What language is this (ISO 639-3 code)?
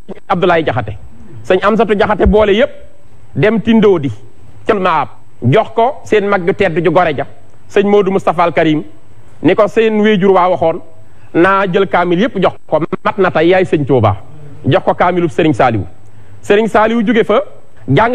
wol